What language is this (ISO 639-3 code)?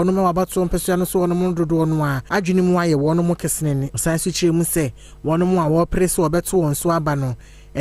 aka